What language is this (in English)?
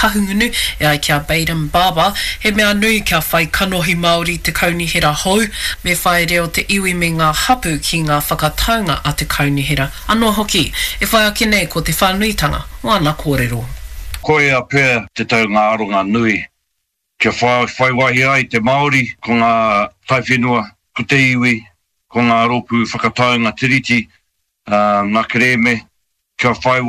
Māori